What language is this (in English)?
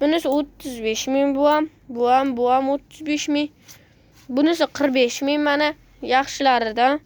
Uzbek